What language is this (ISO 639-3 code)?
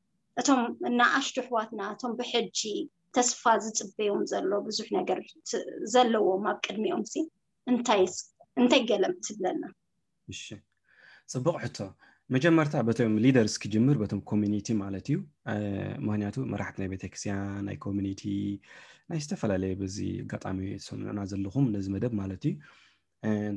tir